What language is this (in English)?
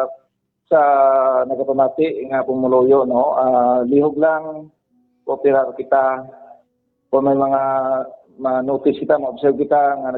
Hiligaynon